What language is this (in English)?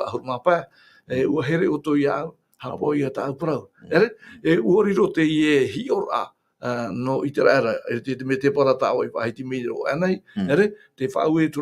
Tahitian